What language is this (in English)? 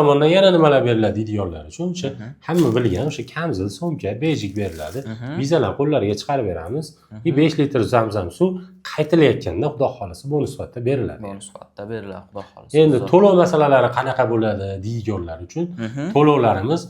Uzbek